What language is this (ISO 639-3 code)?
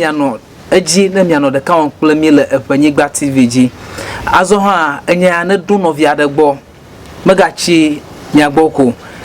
ewe